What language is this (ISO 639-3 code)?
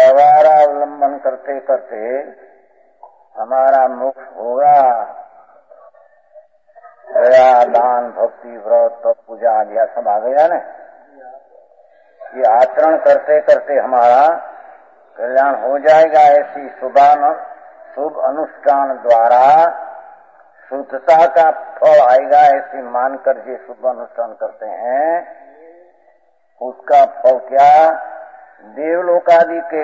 hin